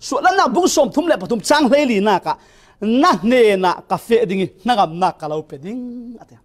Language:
Falam Chin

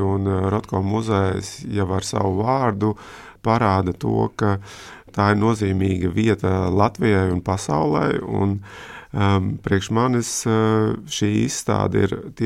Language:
Latvian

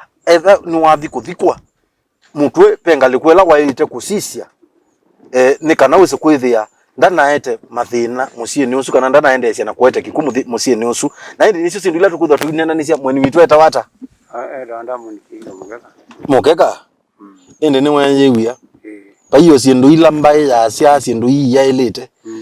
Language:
Kamba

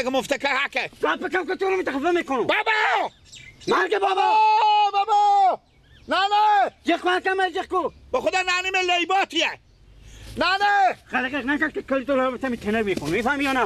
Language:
Persian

